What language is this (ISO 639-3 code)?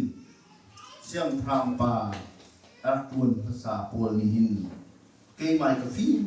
cnh